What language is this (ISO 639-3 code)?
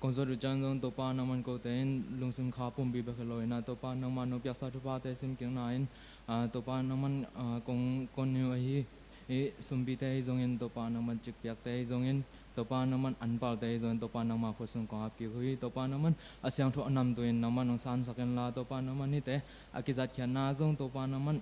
ctd